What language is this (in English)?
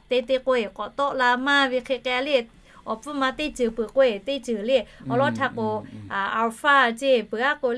Lahu